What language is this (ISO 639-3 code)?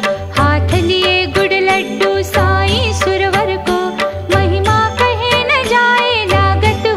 mar